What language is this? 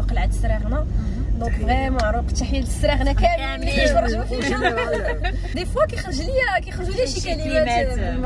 Moroccan Arabic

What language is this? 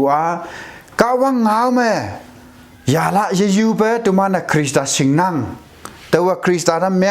Konyak Naga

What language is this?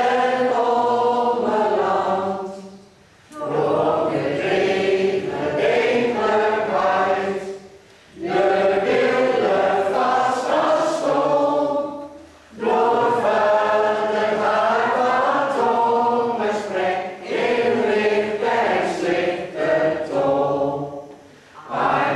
Gronings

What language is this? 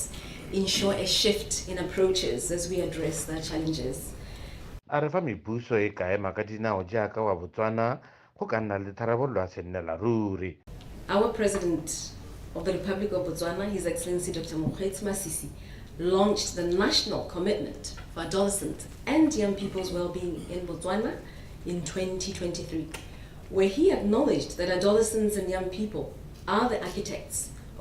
Tswana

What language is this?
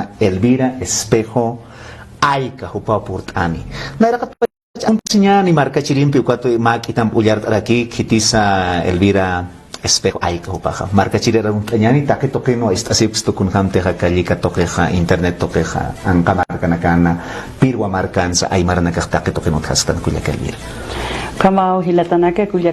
Aymara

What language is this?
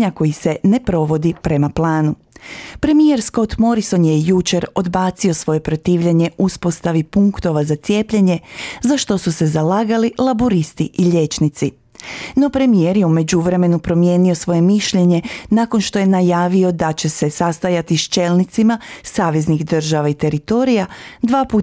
Croatian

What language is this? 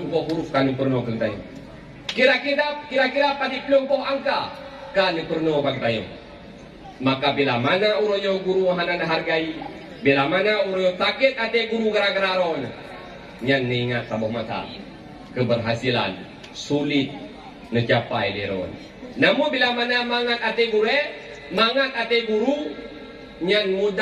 Achinese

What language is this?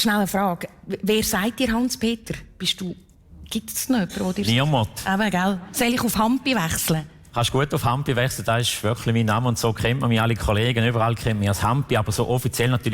Swiss German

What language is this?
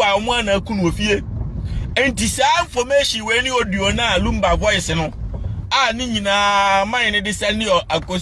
Akan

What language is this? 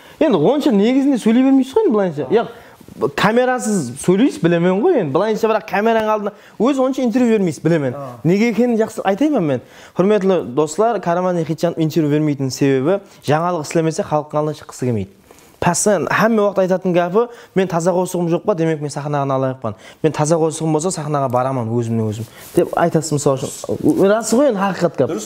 Kara-Kalpak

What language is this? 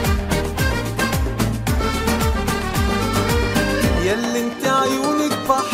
Egyptian Arabic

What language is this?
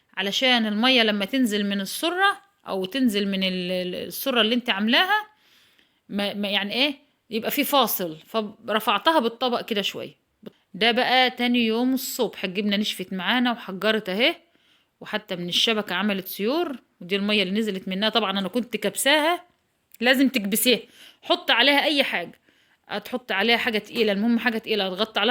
Egyptian Arabic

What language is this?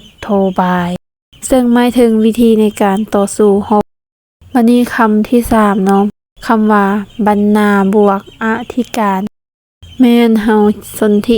Lao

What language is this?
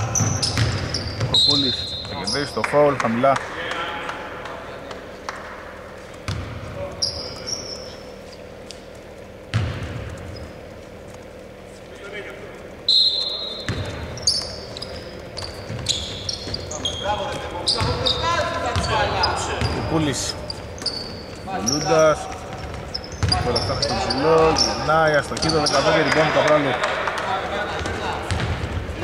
Greek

